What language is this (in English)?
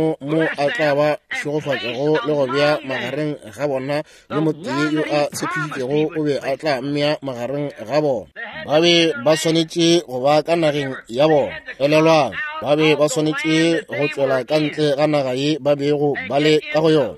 Northern Sotho